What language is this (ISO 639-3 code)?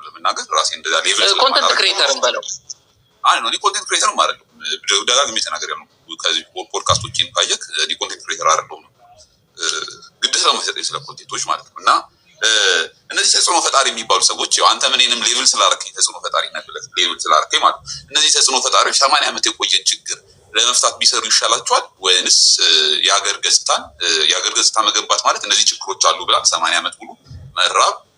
amh